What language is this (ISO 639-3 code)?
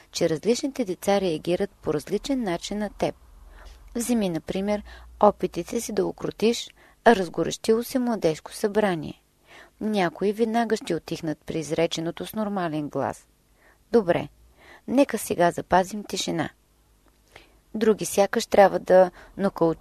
bul